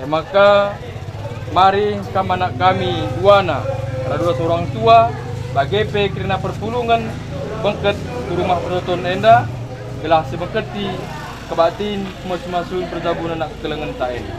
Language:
Batak Karo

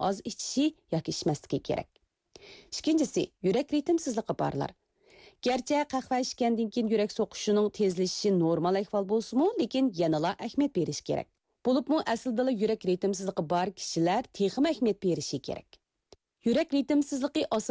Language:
Uyghur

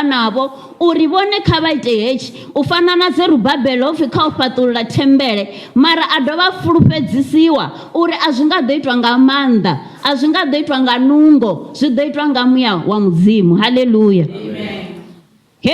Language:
Venda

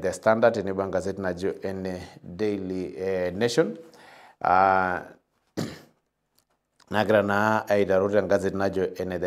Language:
Masai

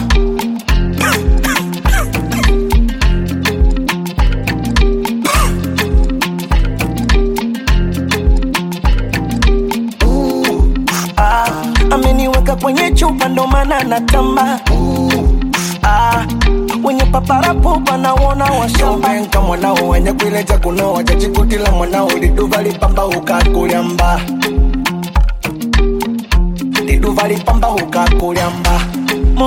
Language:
Swahili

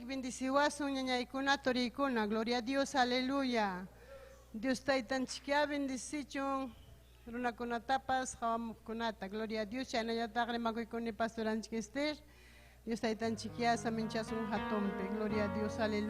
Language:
Ayacucho Quechua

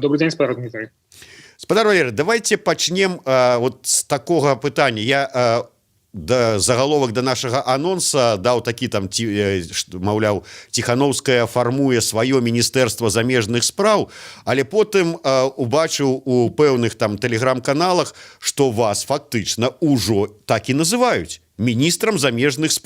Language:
Belarusian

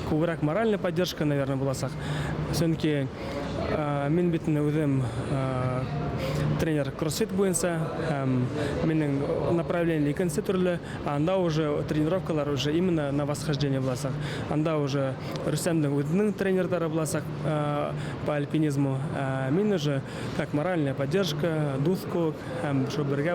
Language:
Bashkir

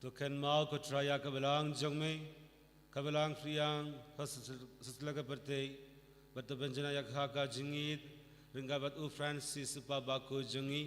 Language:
Khasi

